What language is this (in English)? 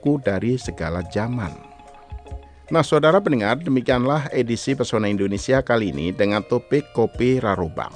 Indonesian